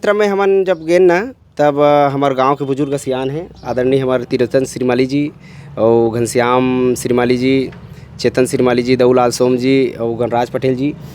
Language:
Chhattisgarhi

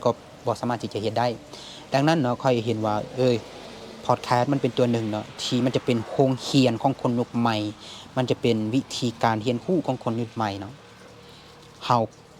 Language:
Lao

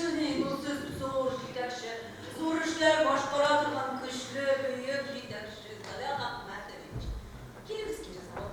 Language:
Bashkir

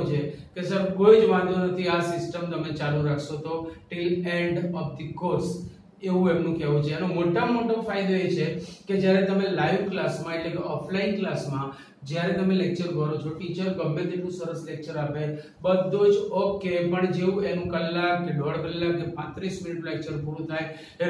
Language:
Gujarati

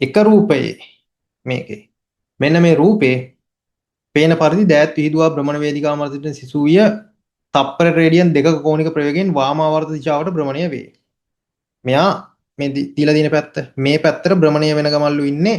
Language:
Sinhala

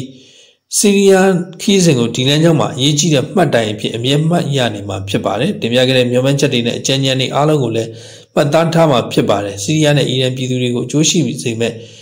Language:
Burmese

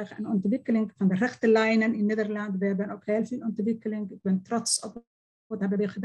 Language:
Dutch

